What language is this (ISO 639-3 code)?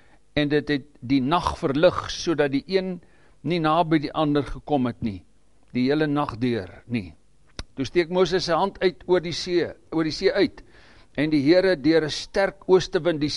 afr